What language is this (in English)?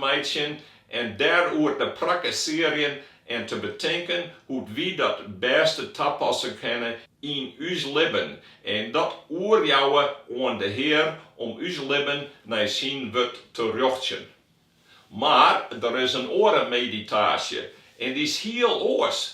Western Frisian